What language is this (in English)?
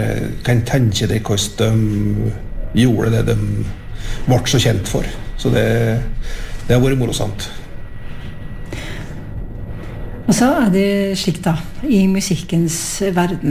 Norwegian